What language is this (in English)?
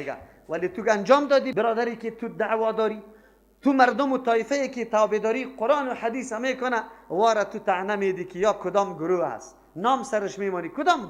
Persian